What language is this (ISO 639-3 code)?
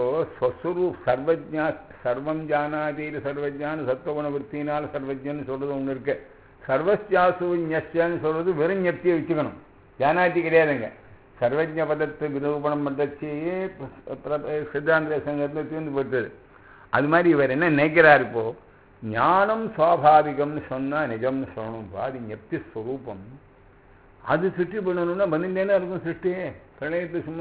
tam